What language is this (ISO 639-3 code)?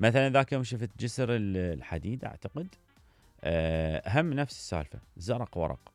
acm